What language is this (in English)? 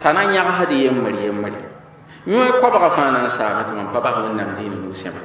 Mossi